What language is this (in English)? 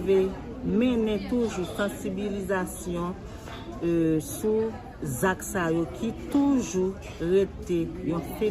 Haitian Creole